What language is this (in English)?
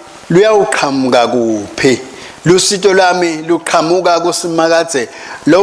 Swati